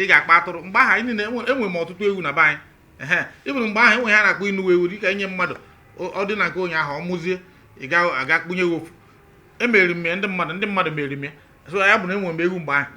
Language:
Igbo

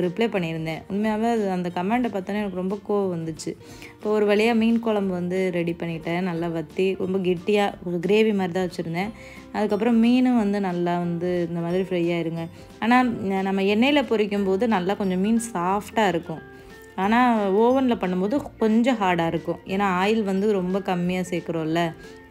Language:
Tamil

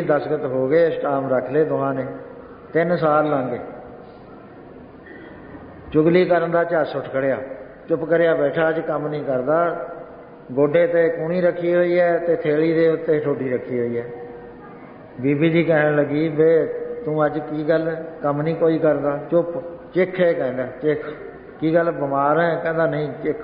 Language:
Punjabi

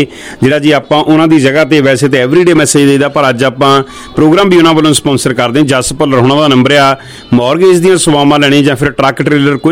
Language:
Punjabi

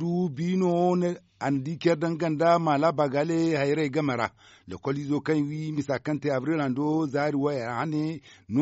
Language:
Zarma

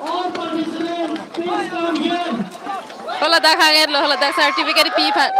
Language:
Karbi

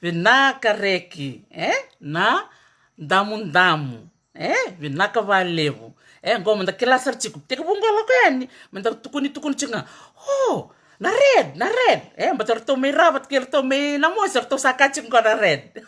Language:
Fijian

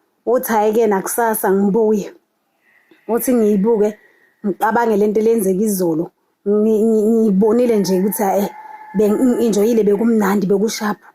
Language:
Zulu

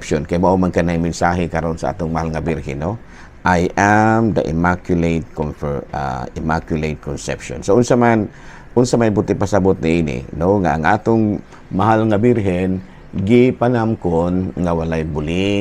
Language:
Cebuano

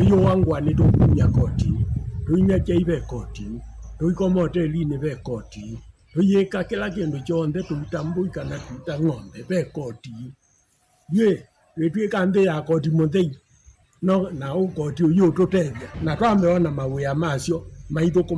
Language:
Kamba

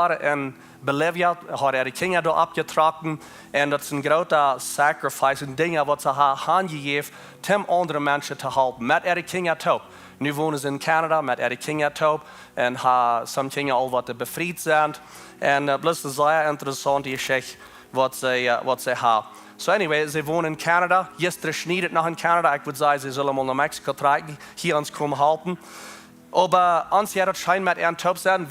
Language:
Plautdietsch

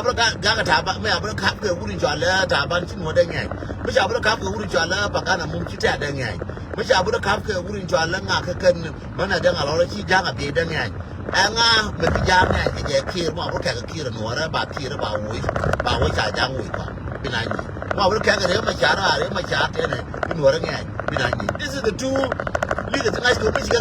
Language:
Nuer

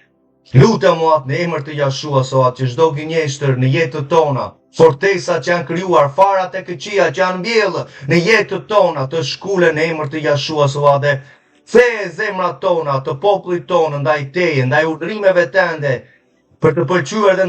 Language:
Albanian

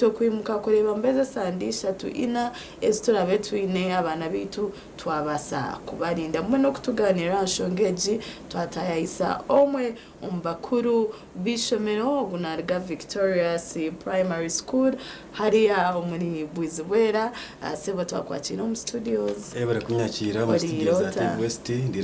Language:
Nyankole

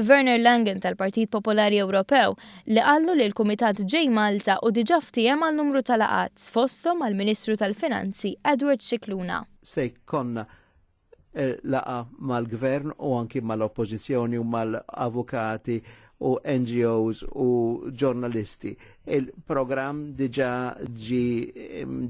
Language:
Maltese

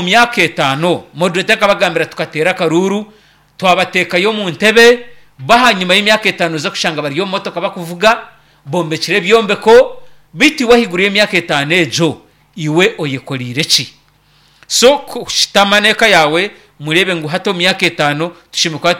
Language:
Nyankole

